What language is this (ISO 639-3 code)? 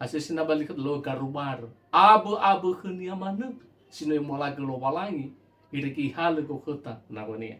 nia